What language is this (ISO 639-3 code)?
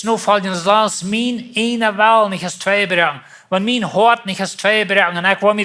pdt